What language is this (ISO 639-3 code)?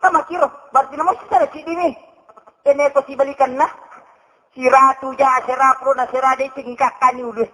bug